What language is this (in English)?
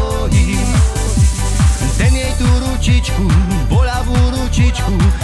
Slovak